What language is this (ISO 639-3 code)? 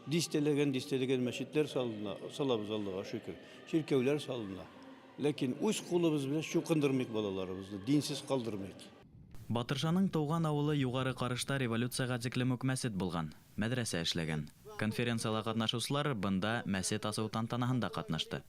bak